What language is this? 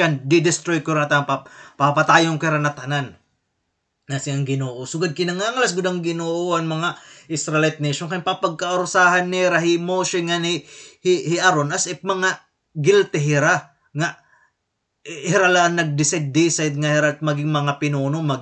Waray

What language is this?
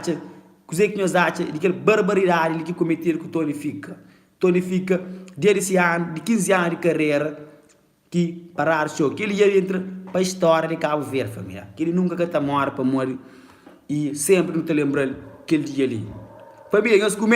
Kabuverdianu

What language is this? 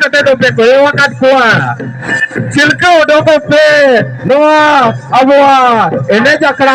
Santali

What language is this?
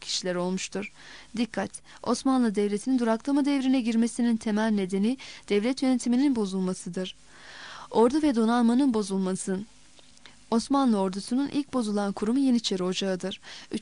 Turkish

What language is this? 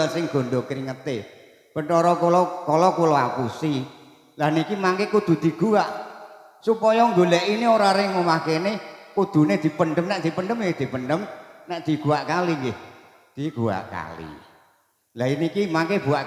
Javanese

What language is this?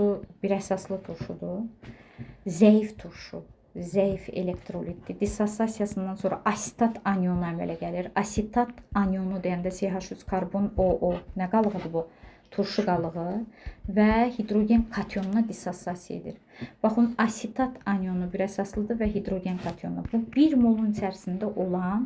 Azerbaijani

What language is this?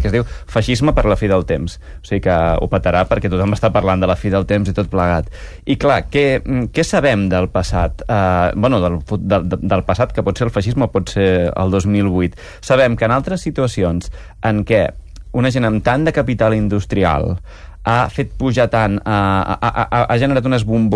Catalan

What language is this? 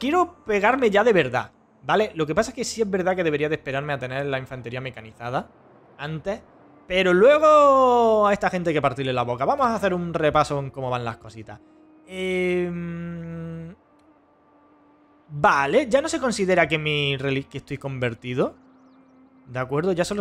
Spanish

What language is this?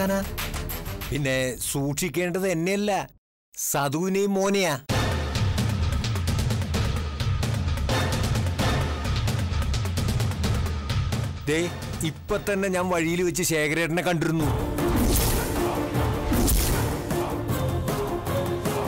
Malayalam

